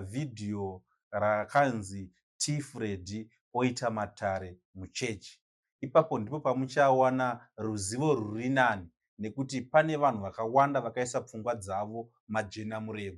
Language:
Shona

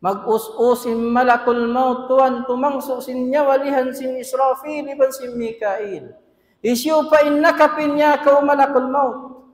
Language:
Tausug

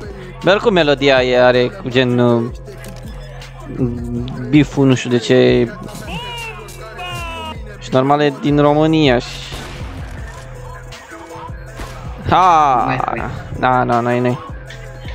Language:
Romanian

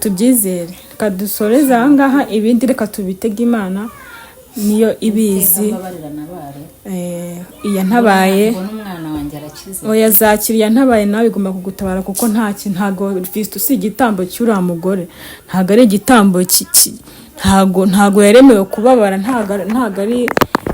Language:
Kinyarwanda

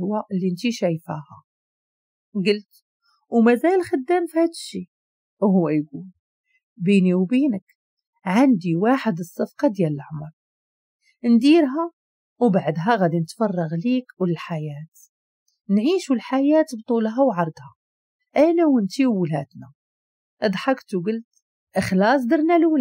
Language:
Moroccan Arabic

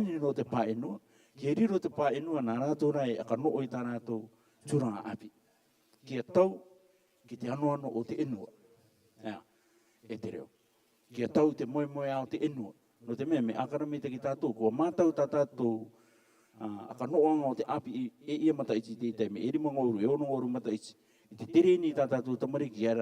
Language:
Rarotongan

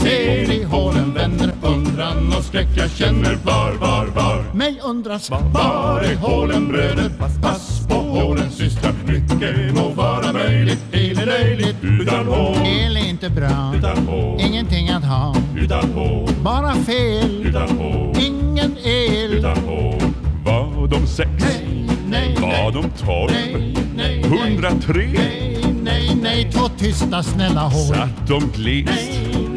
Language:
Swedish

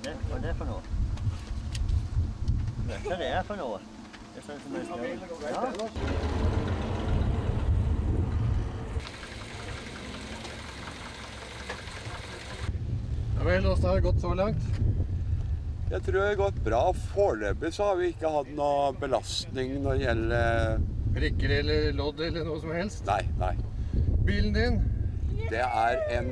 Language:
Norwegian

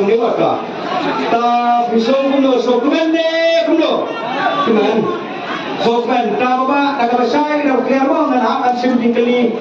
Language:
Khasi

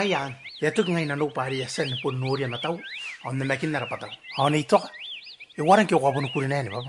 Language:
Gilbertese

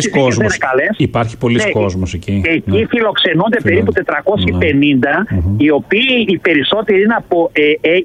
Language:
Greek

